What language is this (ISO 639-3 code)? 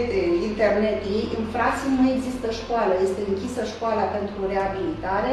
ron